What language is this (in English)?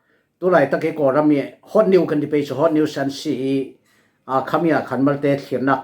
Falam Chin